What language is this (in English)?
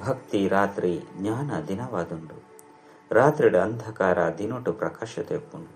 Tulu